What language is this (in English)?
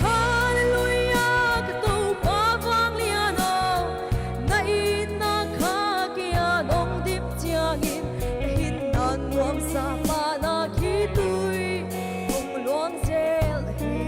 Paite Chin